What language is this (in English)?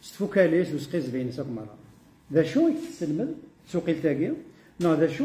Kabyle